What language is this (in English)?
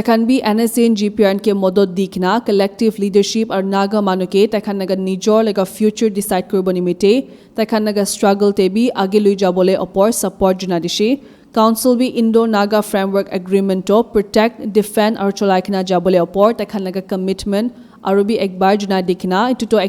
Naga Pidgin